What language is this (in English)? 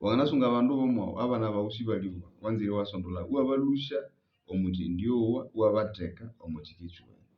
Nande